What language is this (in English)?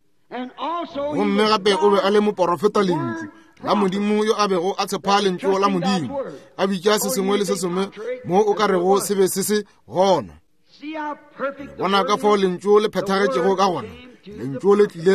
Northern Sotho